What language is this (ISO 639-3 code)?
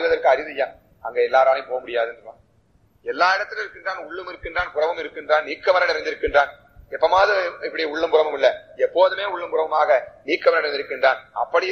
tam